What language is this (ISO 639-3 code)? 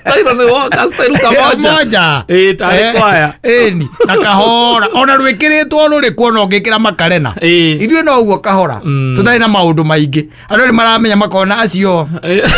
kik